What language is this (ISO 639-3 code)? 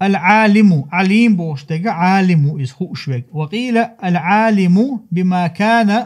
che